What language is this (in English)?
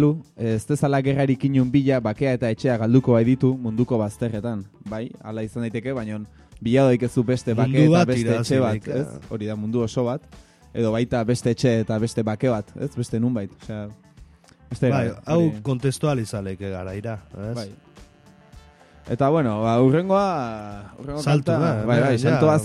Basque